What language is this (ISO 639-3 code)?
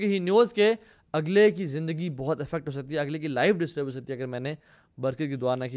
urd